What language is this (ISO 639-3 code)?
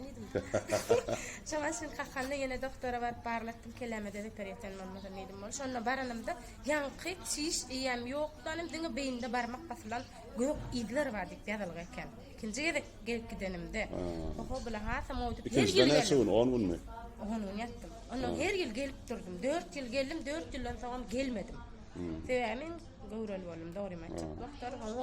tuk